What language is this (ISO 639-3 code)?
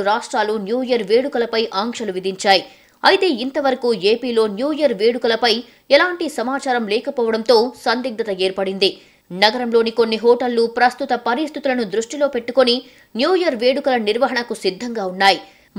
tel